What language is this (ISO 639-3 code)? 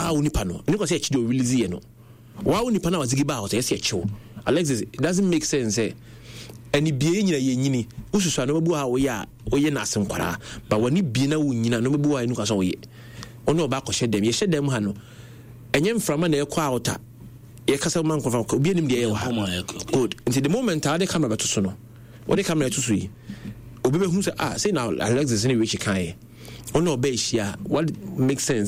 aka